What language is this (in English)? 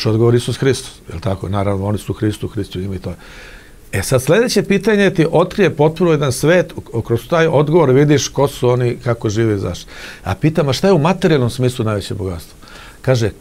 Serbian